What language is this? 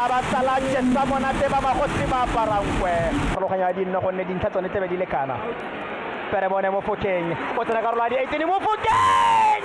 Tswana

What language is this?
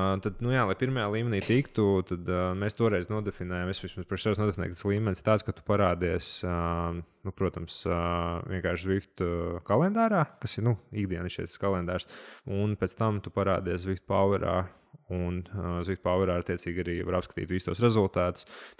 Latvian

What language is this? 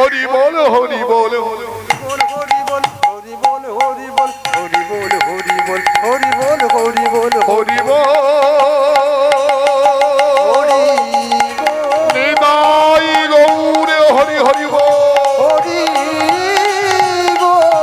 Bangla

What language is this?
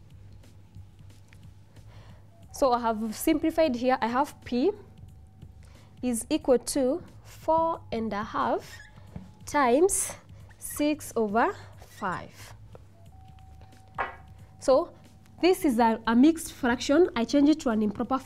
English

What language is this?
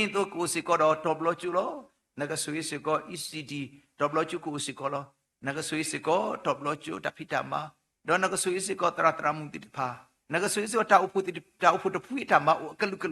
S'gaw Karen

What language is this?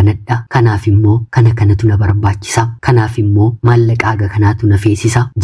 Oromo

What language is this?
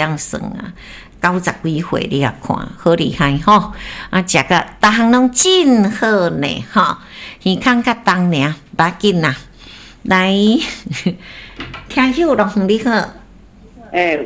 Min Nan Chinese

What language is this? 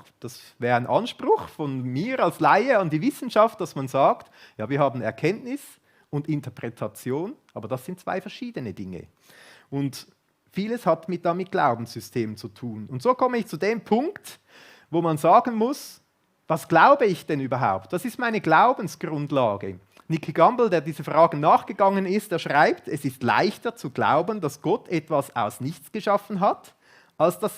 Swiss German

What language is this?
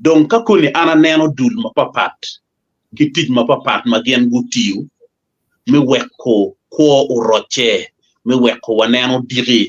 Acoli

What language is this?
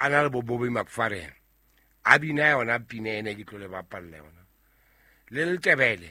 Southern Sotho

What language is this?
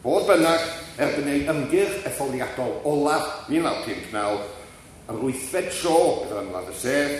Welsh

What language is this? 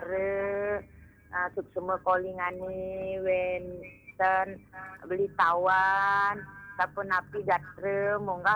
Balinese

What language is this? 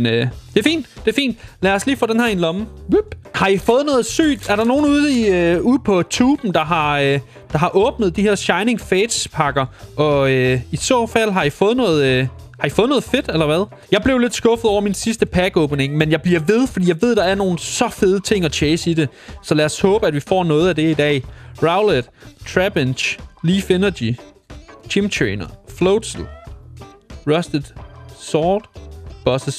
Danish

